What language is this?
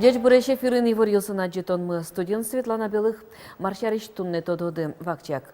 Udmurt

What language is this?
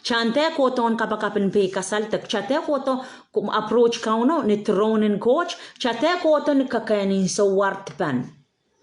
Pohnpeian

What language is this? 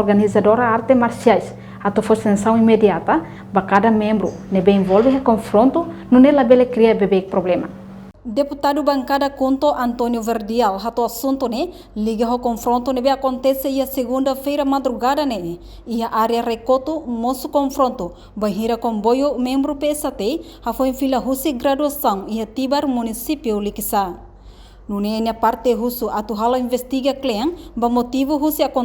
Tetum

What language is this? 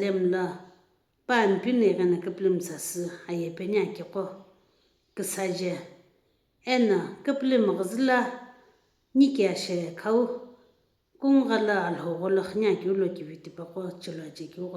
Sumi Naga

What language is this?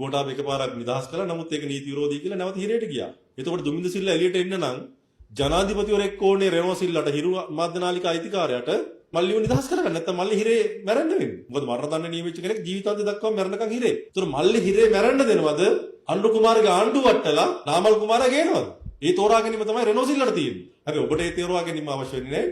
Sinhala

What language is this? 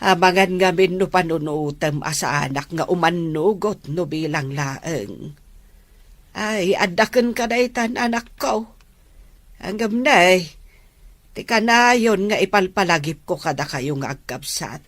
Iloko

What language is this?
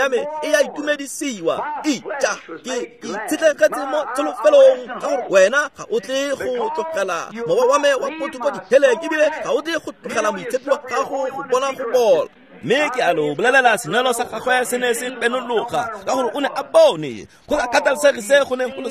Tswana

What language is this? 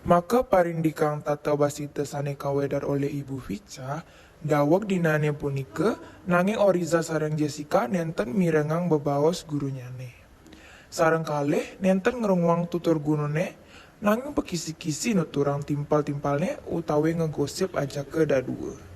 Balinese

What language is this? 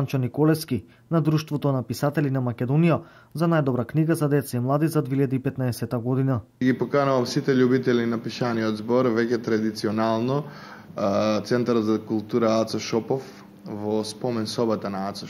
Macedonian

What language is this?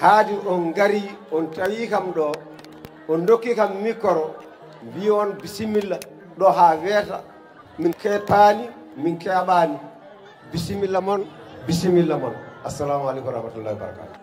Fula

